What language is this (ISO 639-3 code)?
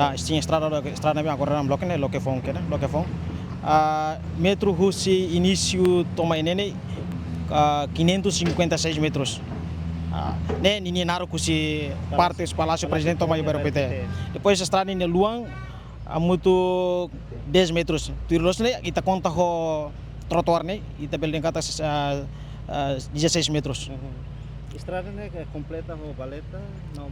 tet